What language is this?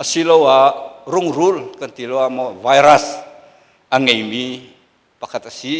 Hakha Chin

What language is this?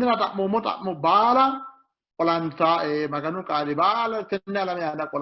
Sidamo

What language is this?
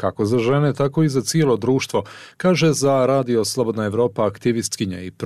Bosnian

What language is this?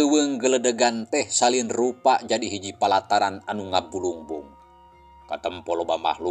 Sundanese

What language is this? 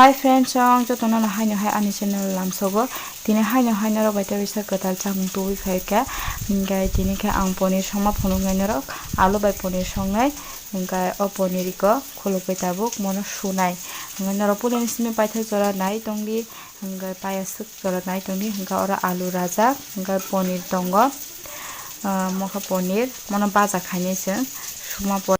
Kok Borok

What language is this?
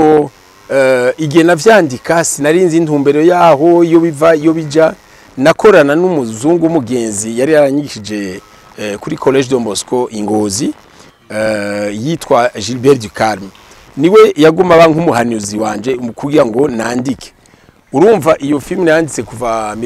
Rundi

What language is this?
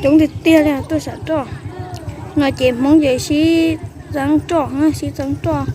Hmong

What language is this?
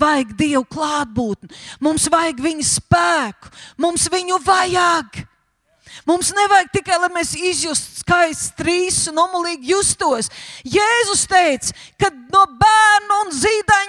Latvian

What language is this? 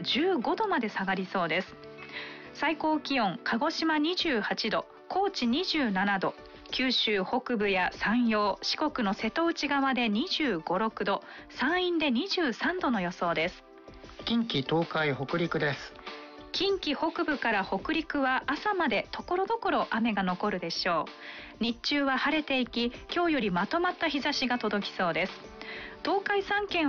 Japanese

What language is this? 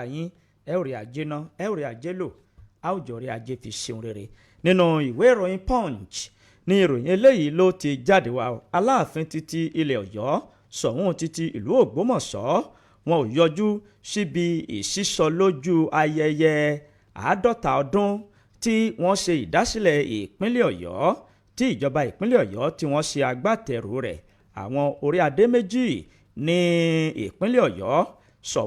Yoruba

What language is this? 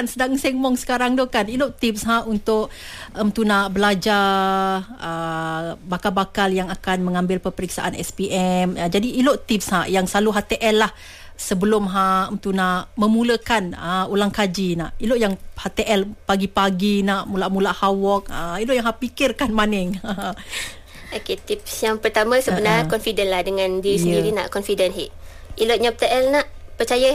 Malay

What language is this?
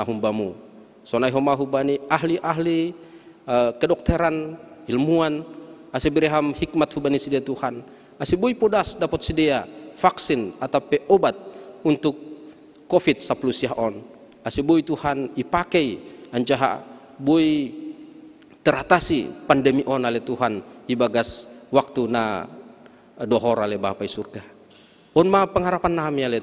Batak Simalungun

